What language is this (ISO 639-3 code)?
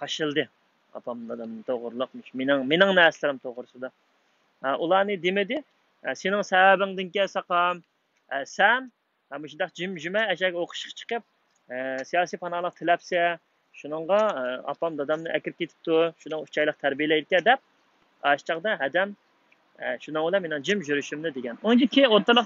uig